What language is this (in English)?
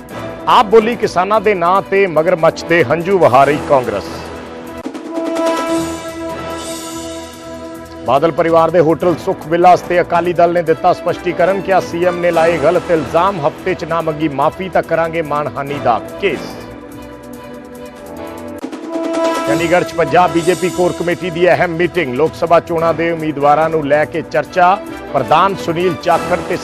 Punjabi